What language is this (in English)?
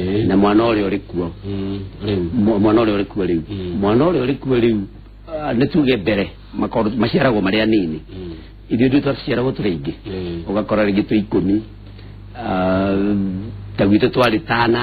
Kikuyu